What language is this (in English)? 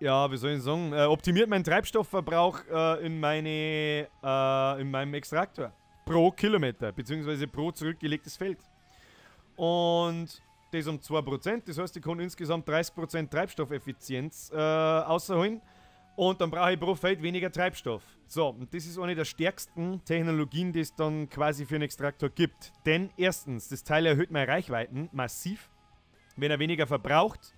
Bavarian